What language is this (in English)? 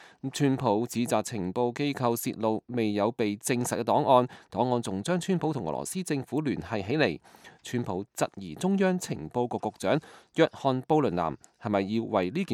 Cantonese